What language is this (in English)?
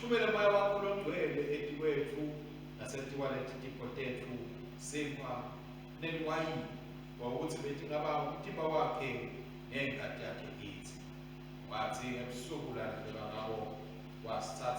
Swati